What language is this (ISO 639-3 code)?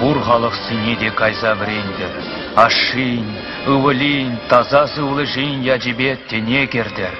chv